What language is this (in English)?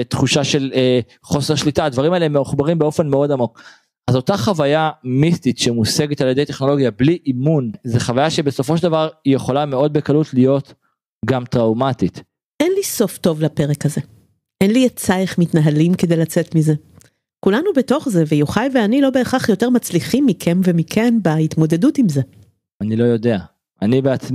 Hebrew